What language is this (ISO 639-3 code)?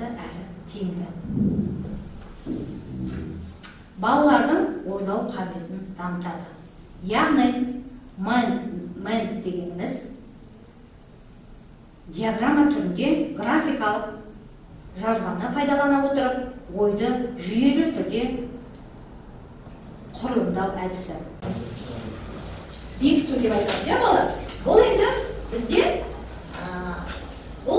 kaz